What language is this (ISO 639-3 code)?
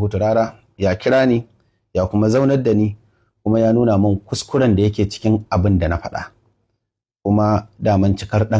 hau